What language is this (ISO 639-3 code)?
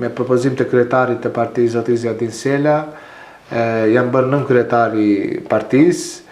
sqi